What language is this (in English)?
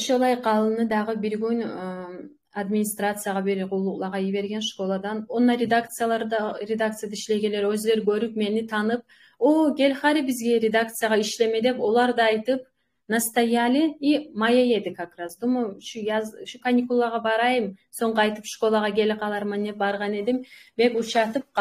Kumyk